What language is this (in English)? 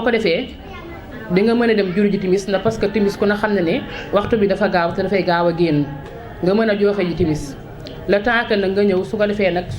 Wolof